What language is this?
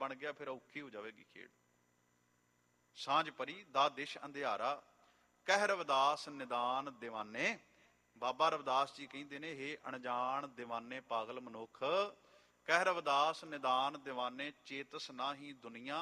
Punjabi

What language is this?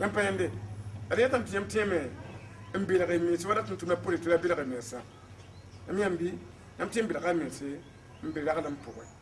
Mossi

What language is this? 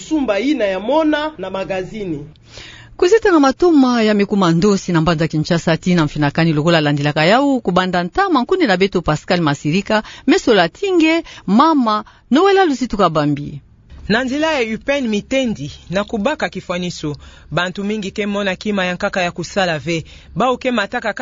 Kituba (Democratic Republic of Congo)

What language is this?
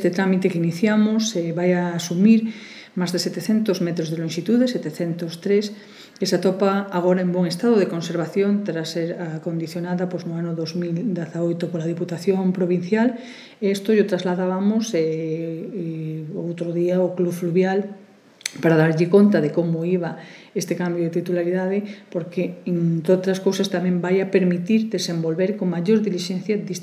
Galician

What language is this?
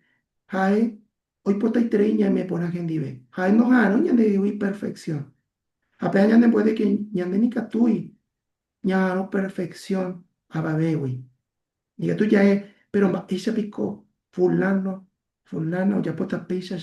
Guarani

